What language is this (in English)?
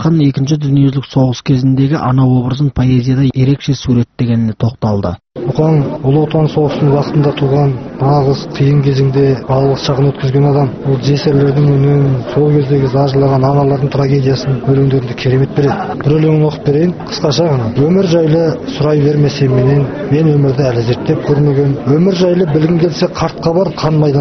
Kazakh